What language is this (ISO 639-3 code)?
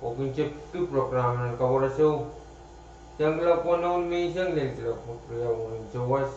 pon